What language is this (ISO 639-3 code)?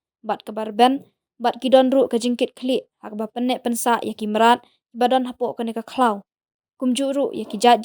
kha